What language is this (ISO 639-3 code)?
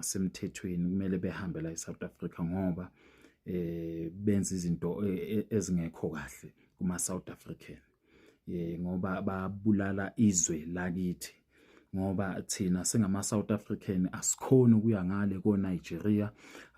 zul